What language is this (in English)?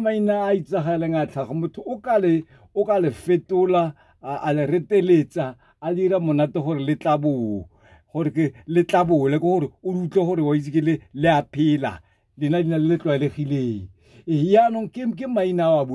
Tswana